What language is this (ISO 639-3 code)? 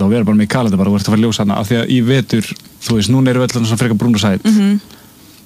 isl